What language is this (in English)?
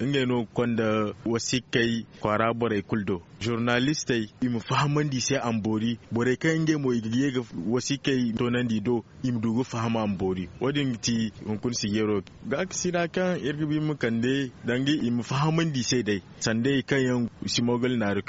Zarma